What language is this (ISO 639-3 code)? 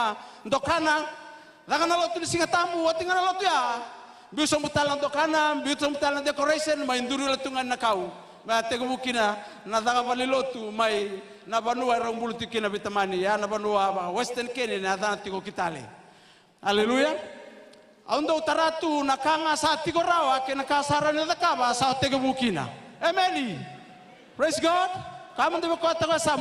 fij